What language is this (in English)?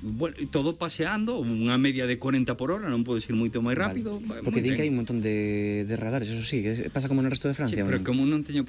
Galician